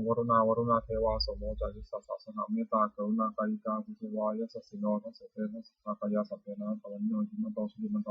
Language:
Pali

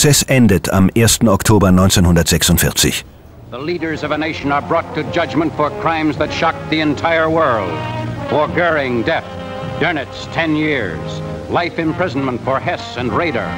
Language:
German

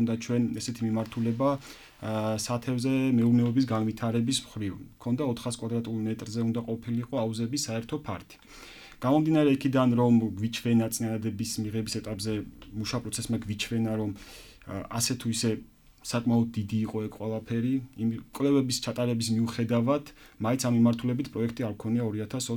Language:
Georgian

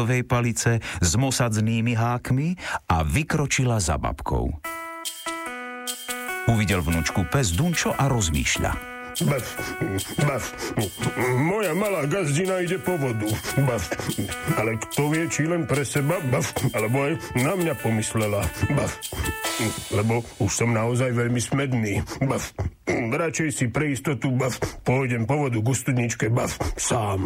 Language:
Slovak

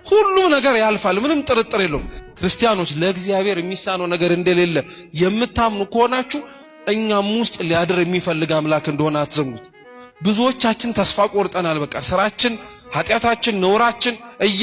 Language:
Amharic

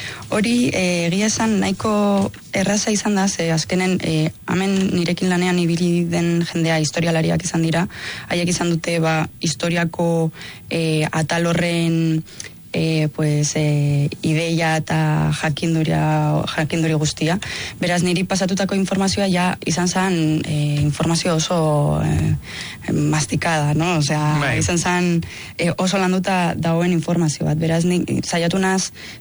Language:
Basque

